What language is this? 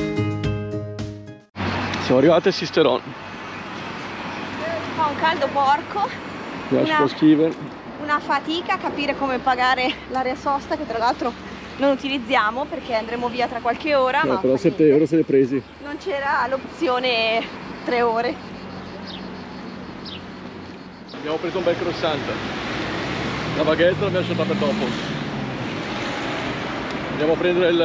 Italian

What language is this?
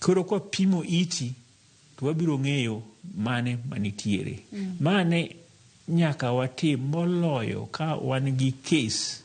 Luo (Kenya and Tanzania)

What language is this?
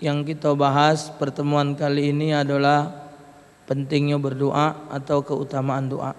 Musi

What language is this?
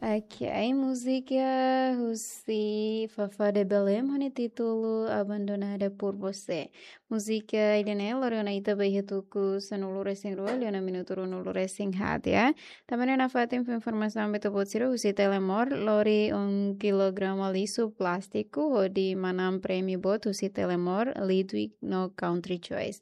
Tetum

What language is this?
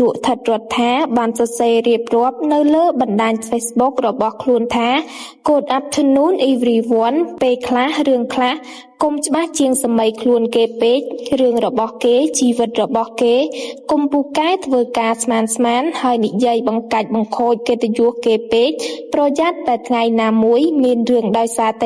Khmer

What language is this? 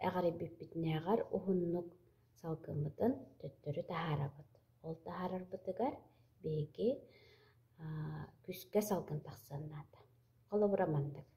Yakut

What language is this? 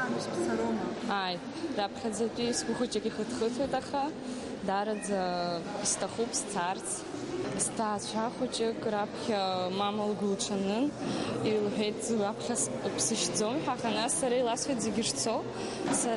Abkhazian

